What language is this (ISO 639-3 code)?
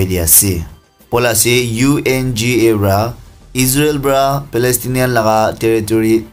nag